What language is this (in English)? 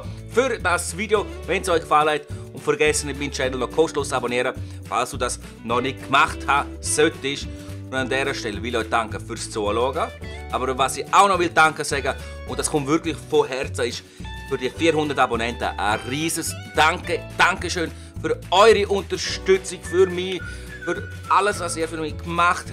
Swiss German